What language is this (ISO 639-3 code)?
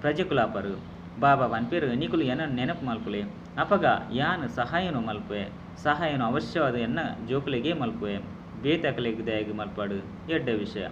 tcy